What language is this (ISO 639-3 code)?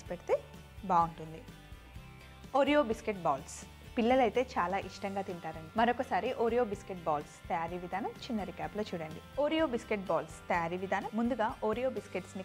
tel